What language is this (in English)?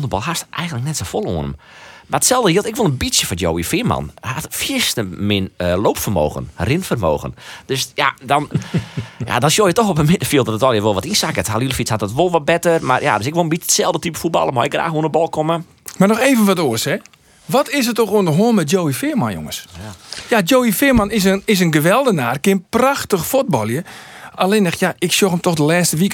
Western Frisian